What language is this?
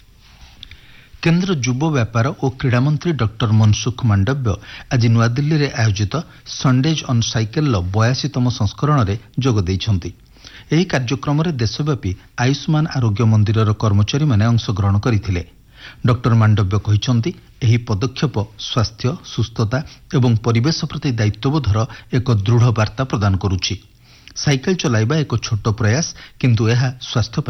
Odia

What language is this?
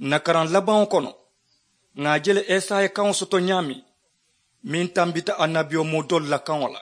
Mandingo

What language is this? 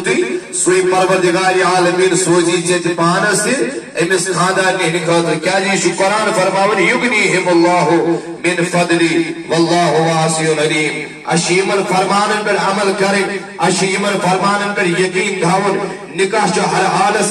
Kashmiri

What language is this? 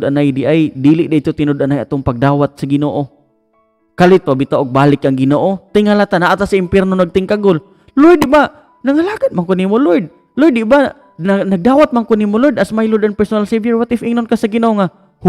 Cebuano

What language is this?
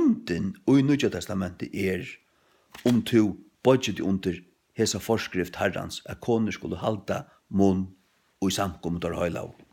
Faroese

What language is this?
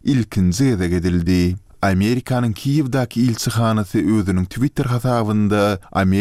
Turkmen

